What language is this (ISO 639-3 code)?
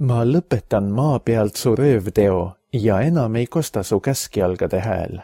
est